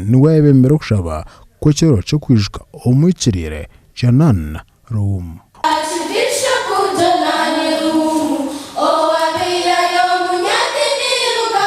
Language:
Nyankole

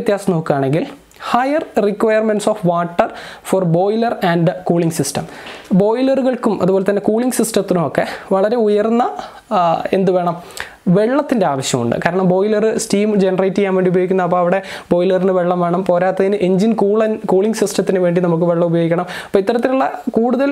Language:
Malayalam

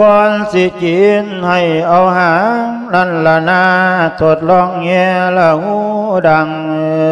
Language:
Lao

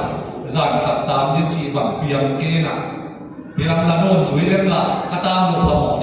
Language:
Tedim Chin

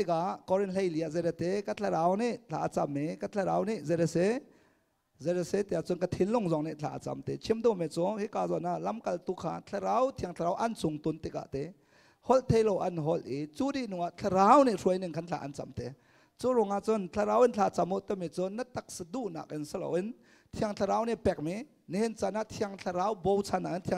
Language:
Hakha Chin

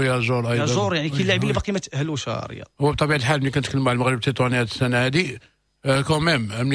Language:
Moroccan Arabic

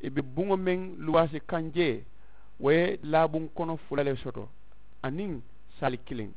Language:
Mandingo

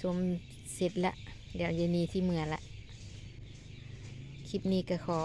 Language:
Lao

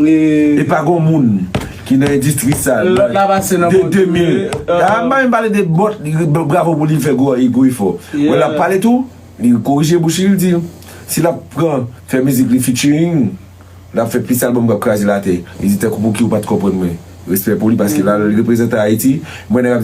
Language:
Haitian Creole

